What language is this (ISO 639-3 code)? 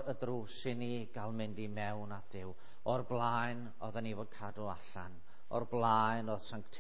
cym